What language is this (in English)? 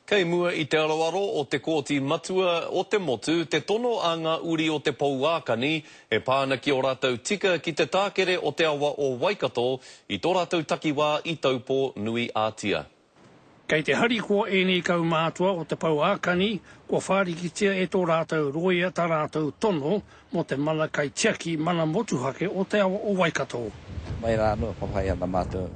Māori